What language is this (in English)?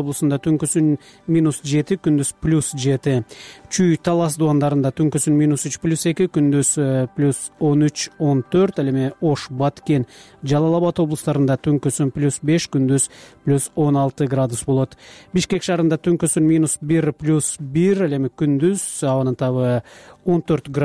Kyrgyz